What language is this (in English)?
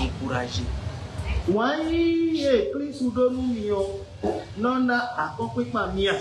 Fon